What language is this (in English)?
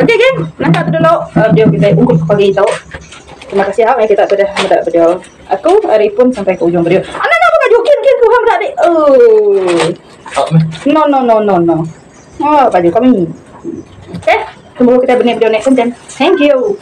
Iban